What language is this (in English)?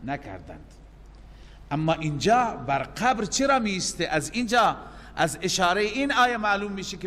Persian